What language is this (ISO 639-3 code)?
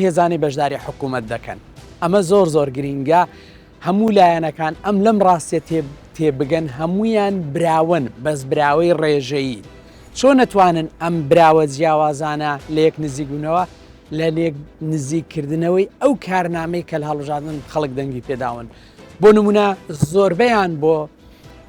ckb